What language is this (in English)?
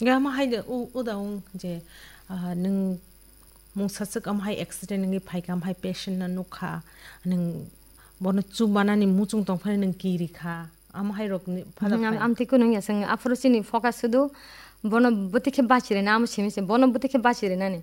Kok Borok